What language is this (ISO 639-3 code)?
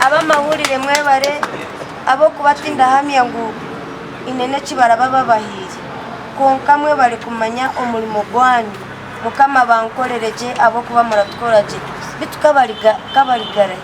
nyn